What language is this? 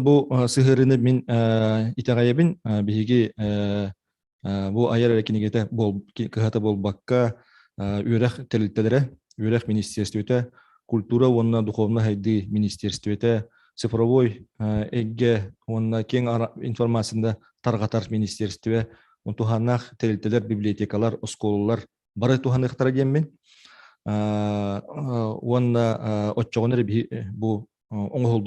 Yakut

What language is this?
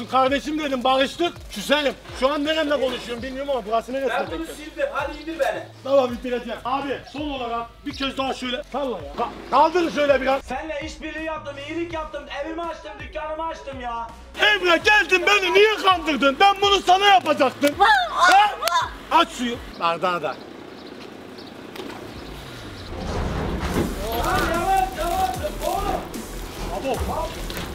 Turkish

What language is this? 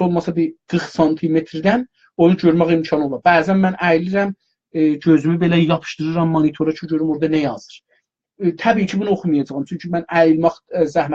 South Azerbaijani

